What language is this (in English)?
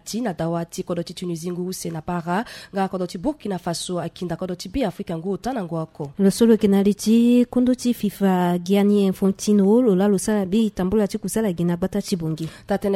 Sango